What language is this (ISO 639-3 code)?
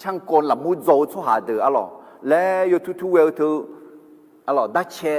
ahk